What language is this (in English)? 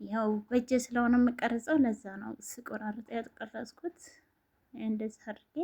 Amharic